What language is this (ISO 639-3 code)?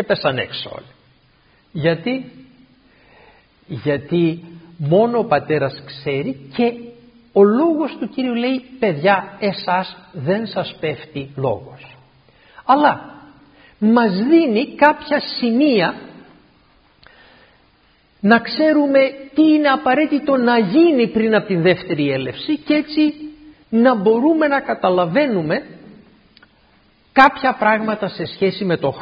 ell